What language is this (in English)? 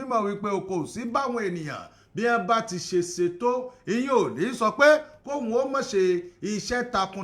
Yoruba